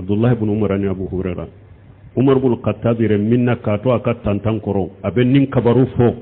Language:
Bambara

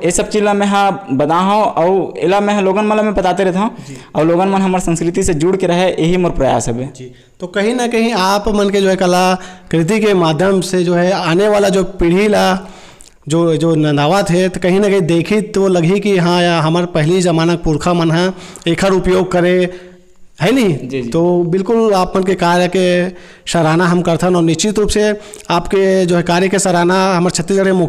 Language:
Chhattisgarhi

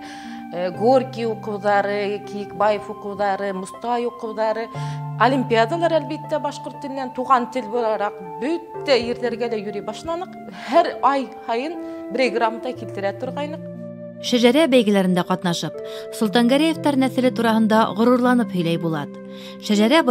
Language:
Bashkir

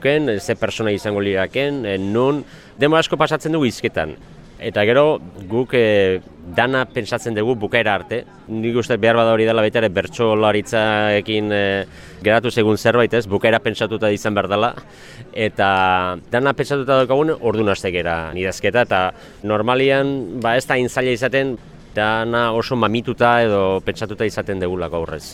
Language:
Basque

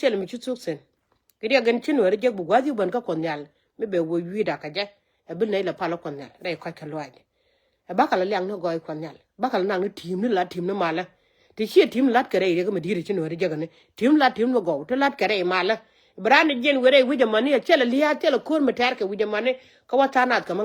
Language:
Nuer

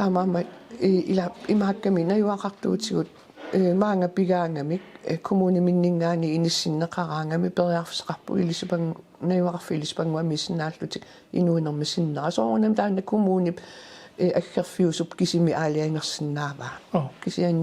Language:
Kalaallisut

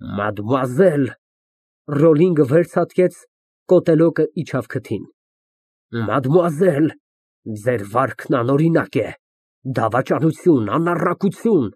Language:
Armenian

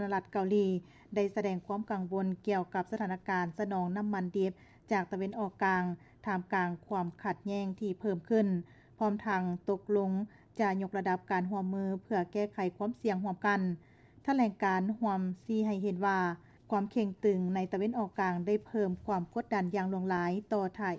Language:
Lao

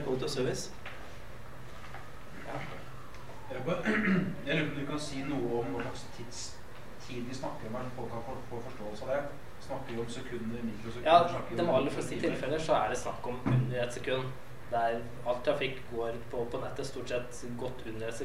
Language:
Norwegian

